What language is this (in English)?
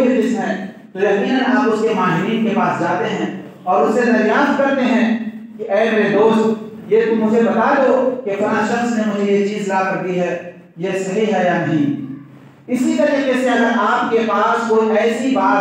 Urdu